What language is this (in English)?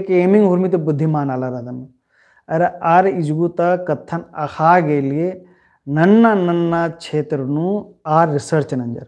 Kurukh